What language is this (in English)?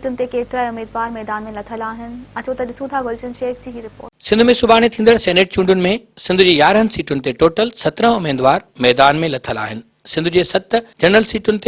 Sindhi